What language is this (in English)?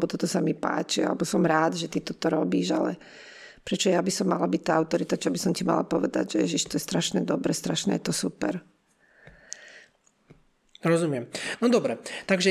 Slovak